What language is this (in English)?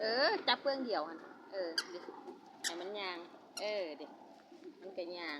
Lao